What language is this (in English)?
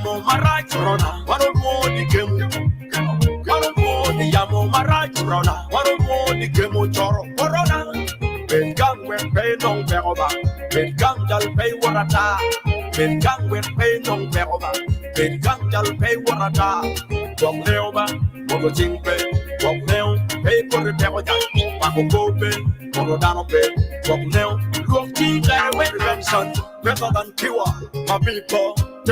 Acoli